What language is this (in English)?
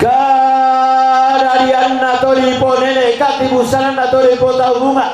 Toraja-Sa'dan